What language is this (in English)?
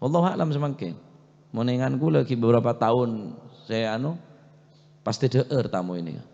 Madurese